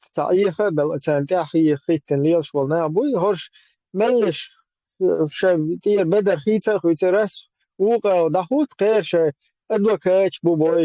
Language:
Chechen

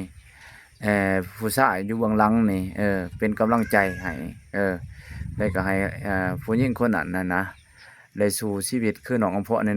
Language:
Lao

